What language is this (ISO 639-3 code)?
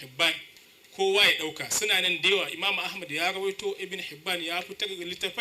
hau